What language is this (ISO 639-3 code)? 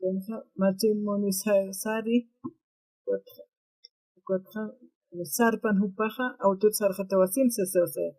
aym